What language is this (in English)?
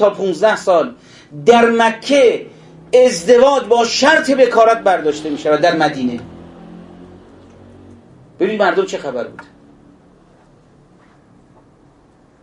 Persian